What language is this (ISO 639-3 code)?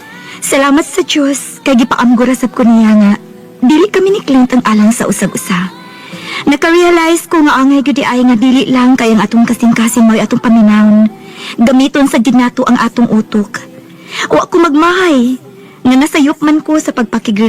ceb